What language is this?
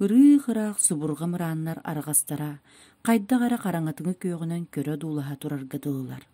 Yakut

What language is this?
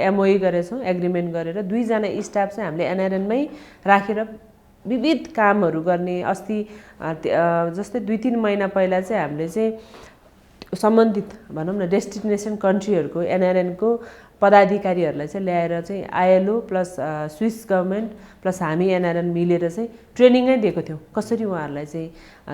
Nepali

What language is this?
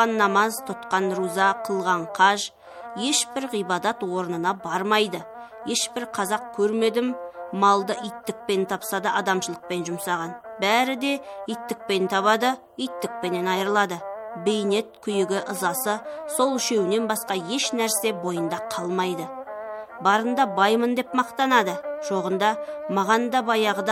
Kazakh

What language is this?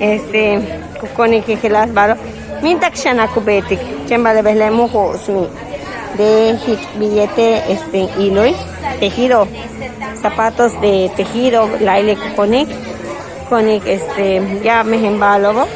Yucateco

